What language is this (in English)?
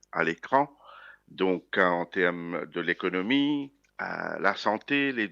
Morisyen